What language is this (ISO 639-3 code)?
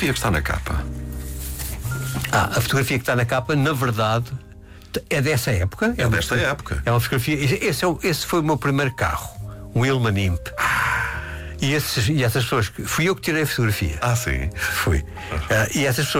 por